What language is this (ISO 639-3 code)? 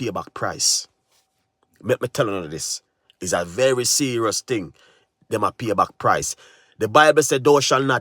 jam